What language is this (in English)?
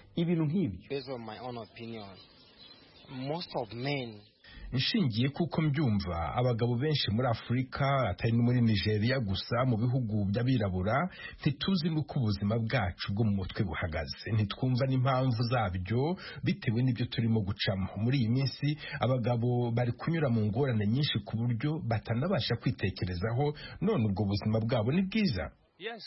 Kinyarwanda